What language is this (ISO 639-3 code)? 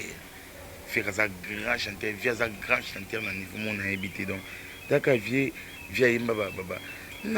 lin